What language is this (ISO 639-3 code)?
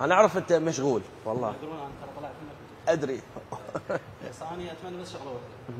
acm